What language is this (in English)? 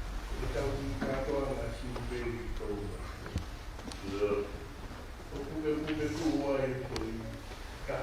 Tongan